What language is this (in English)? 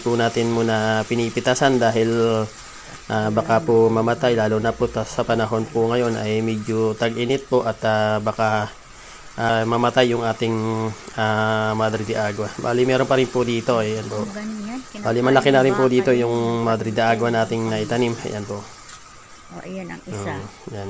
Filipino